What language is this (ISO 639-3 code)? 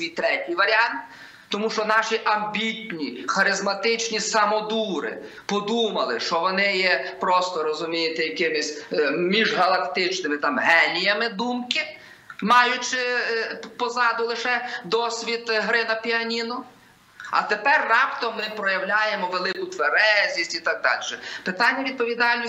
ukr